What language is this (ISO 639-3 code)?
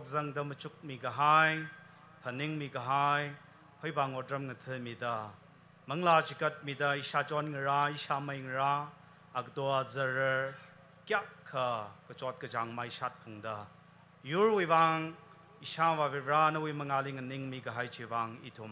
nmf